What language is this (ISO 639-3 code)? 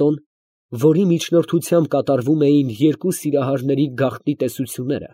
hye